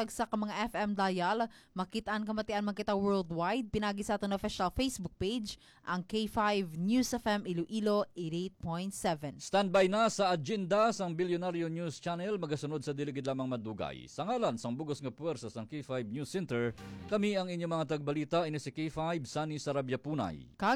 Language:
Hiligaynon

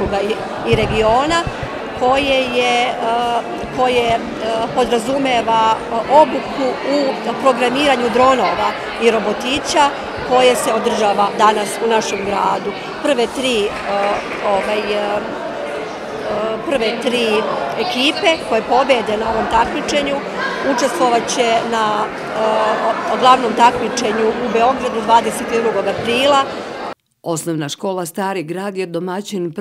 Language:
Serbian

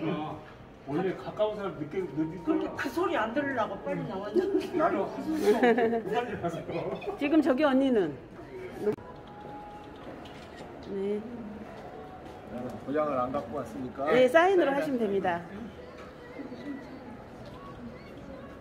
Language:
Korean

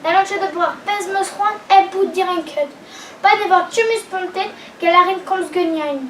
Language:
Breton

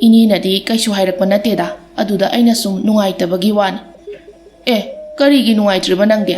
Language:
Manipuri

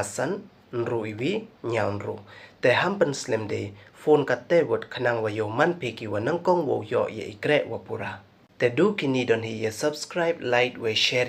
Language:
Pnar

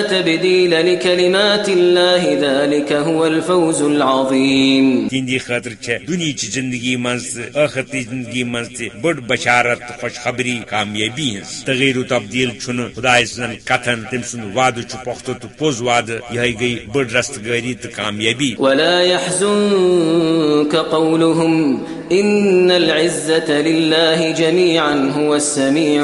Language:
Kashmiri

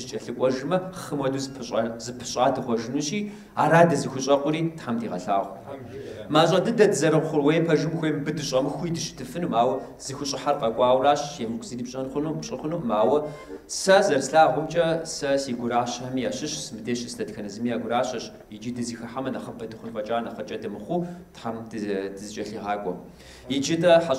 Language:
Kabardian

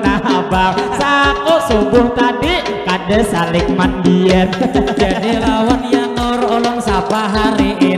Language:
Banjar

